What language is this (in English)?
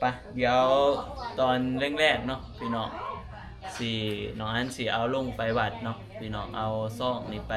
Lao